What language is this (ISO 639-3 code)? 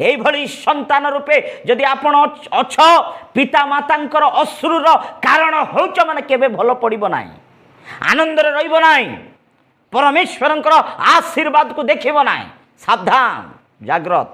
ori